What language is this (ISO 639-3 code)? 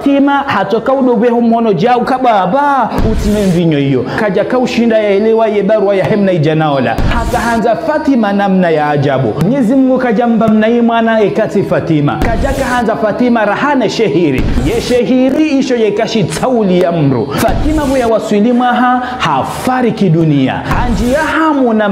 zdj